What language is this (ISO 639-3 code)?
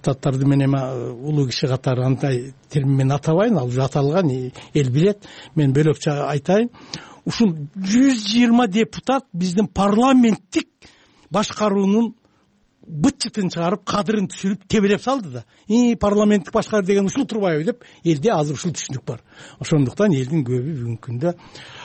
kir